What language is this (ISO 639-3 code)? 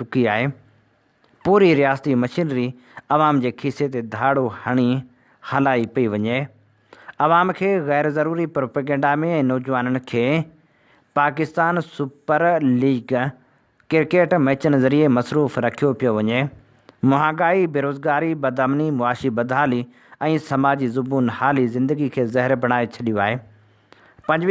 snd